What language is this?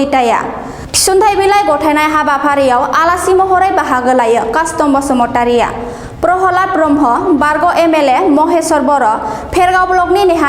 Bodo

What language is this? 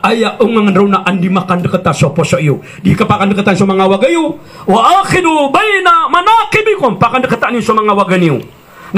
Maranao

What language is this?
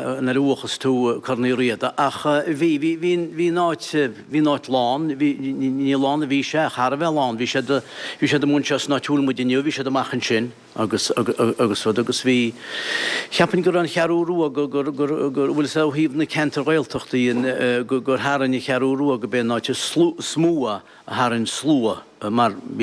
Irish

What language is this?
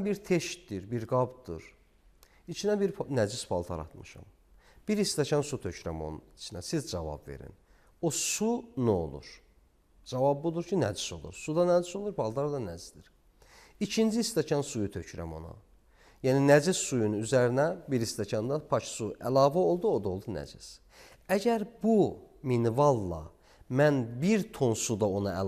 Azerbaijani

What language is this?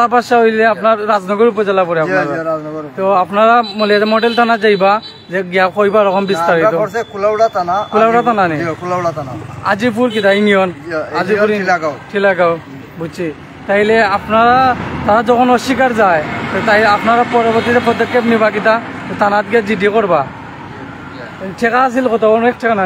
Sylheti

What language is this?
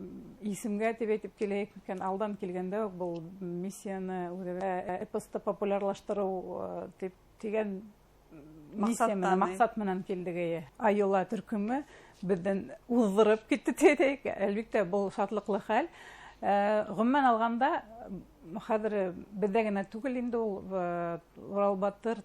Bashkir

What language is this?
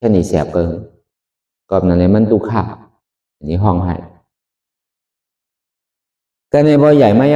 Shan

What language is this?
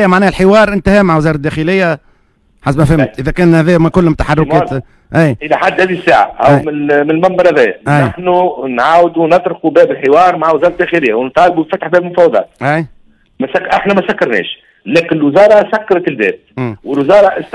Tunisian Arabic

